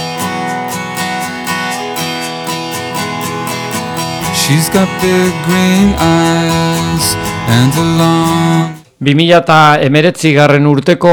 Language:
Basque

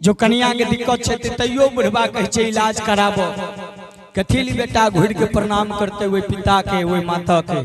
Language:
Maithili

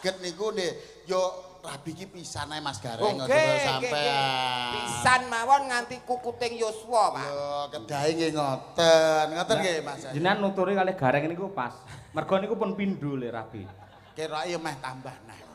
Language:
Javanese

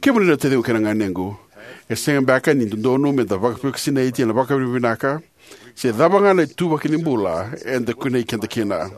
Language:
Fijian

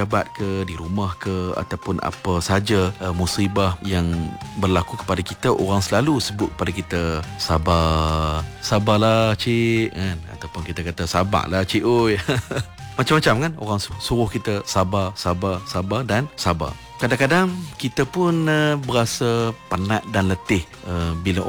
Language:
Malay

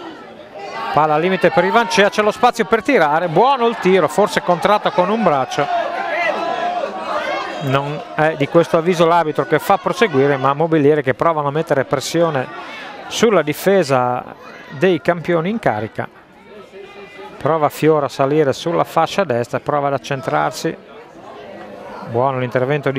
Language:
Italian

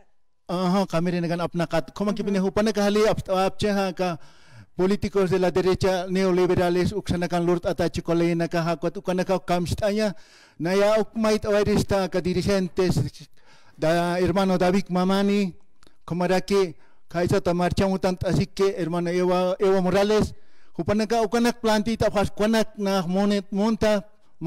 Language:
Aymara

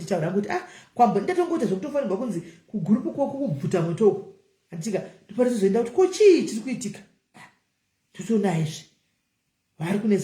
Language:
Shona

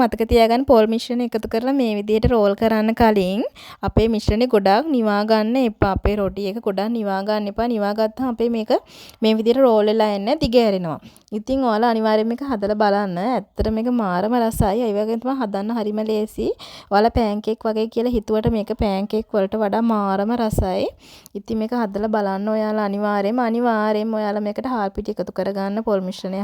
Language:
Sinhala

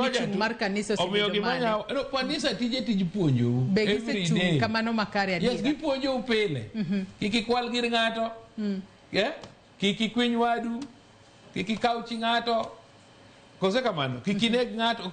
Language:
Luo (Kenya and Tanzania)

